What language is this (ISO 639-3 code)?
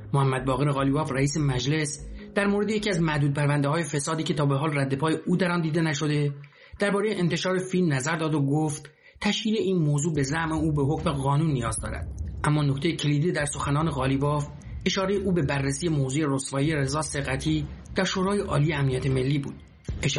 fas